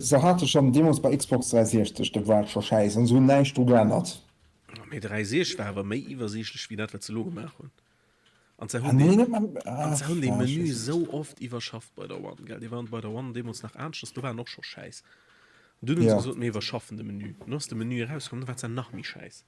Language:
Luxembourgish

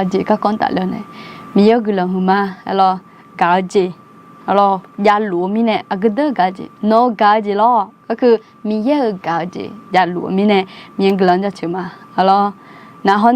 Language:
Akha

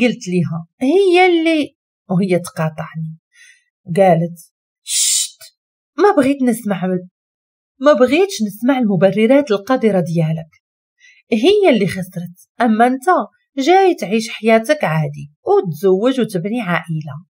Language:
Moroccan Arabic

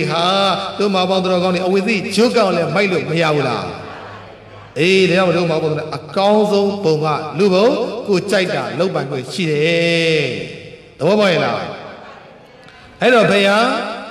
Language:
Burmese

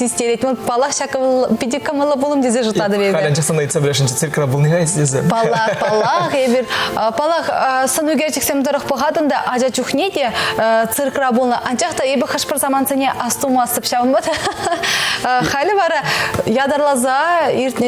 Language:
Chuvash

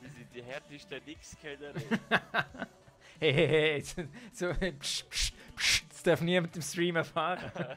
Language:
Swiss German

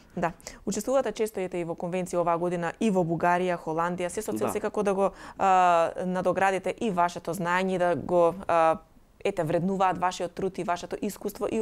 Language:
Macedonian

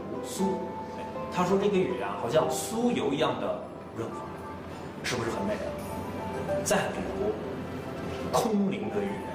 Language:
Chinese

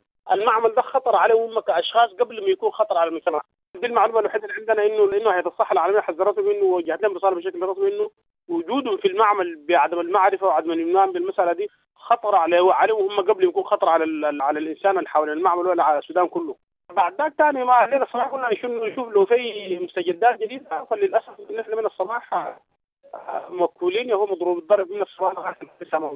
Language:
Sudanese Arabic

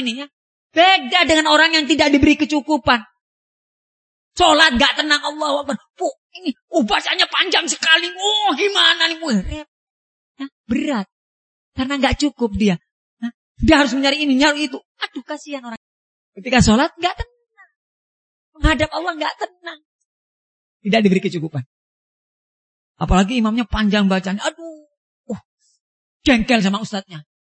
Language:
Indonesian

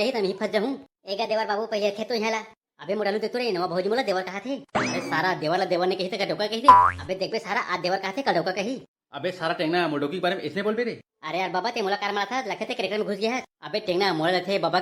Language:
Chhattisgarhi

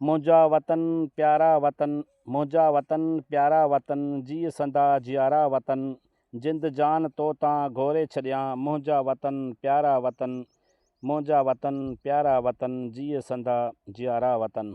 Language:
Sindhi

